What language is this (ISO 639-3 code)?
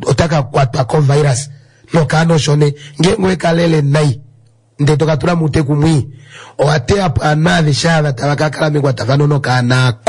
kua